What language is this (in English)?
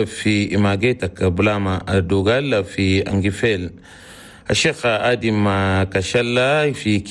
Chadian Arabic